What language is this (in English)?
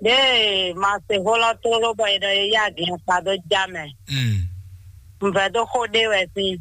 Fon